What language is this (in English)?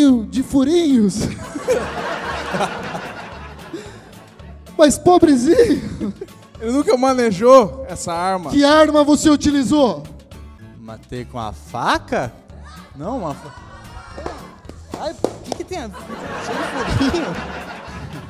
Portuguese